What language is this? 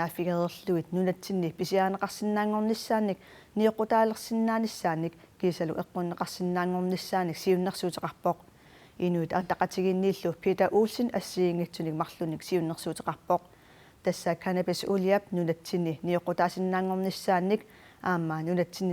Kalaallisut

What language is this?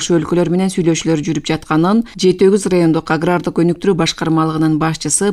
Kyrgyz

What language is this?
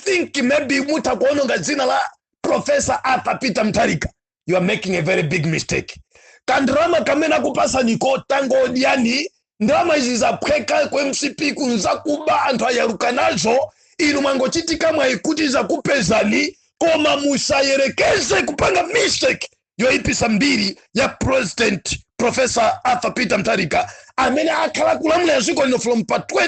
Nyanja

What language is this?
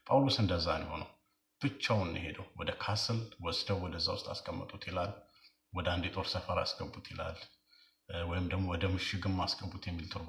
Amharic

